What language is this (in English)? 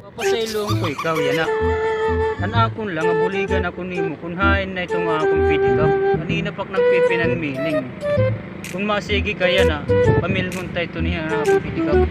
Waray